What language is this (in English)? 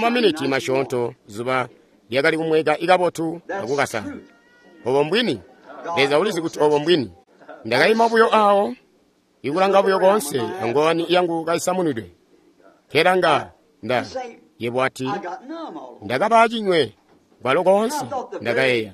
Tonga (Zambia)